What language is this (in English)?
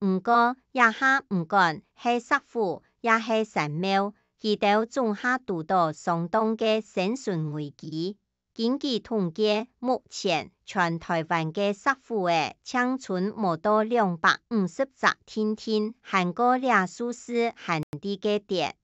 Hakka Chinese